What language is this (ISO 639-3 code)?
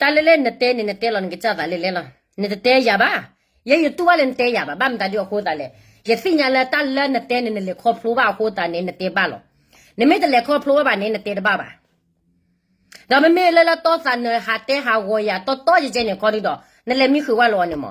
ksw